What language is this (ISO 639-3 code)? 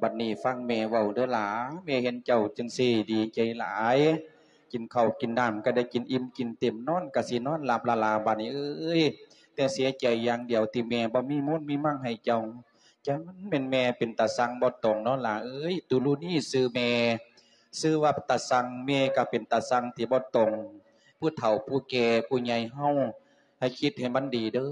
lao